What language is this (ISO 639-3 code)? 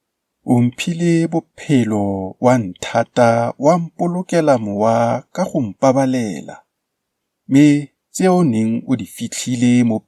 tsn